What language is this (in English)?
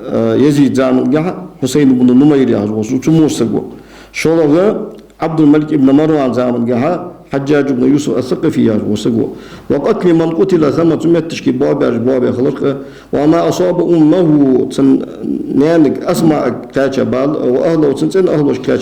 Ingush